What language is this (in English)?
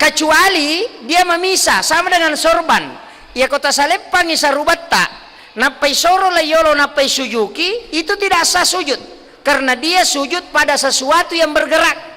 Buginese